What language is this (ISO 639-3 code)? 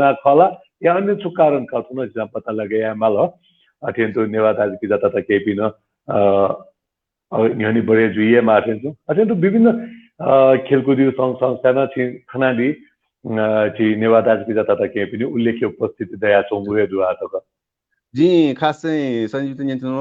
new